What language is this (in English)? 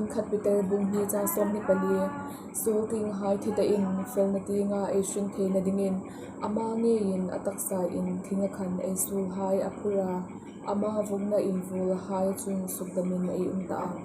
Hmar